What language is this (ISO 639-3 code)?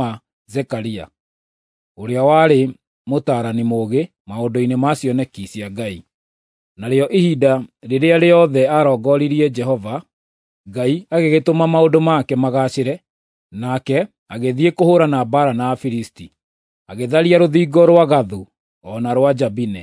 kik